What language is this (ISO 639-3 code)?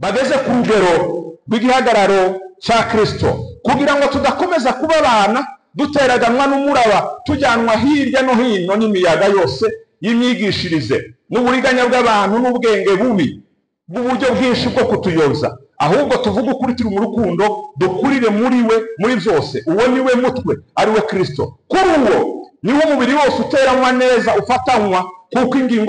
kin